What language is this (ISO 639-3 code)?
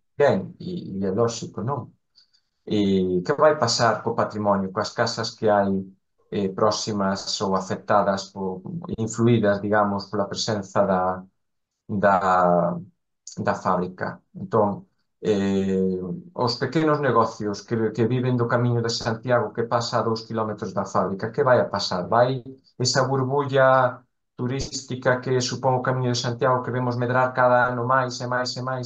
glg